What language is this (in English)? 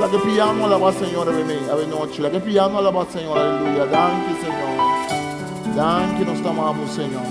Papiamento